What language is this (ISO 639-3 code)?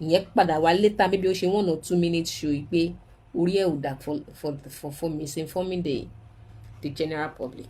yor